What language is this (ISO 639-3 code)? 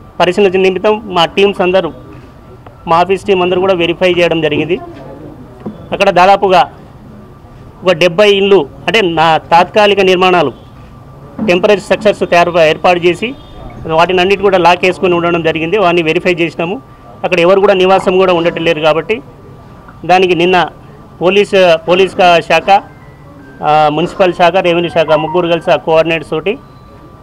tel